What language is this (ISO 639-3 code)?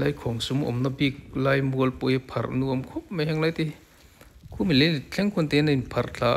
lus